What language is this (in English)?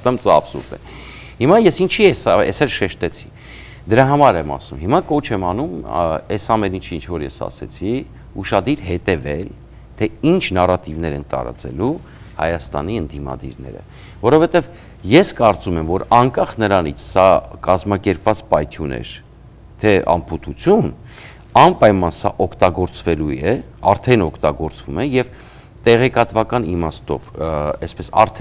Armenian